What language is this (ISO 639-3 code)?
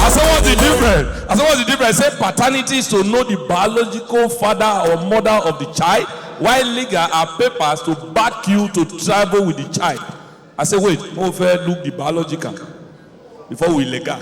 pcm